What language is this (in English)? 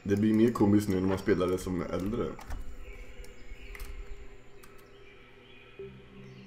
Swedish